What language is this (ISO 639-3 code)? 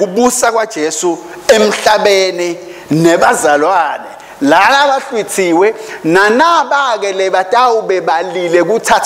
ssw